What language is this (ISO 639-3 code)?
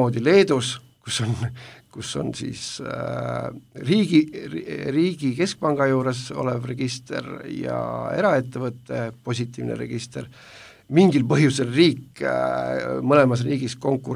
est